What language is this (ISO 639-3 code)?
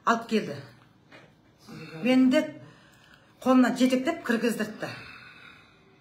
kaz